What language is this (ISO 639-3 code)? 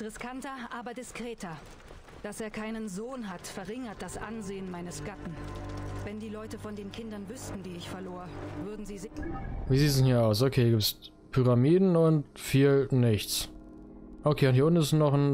deu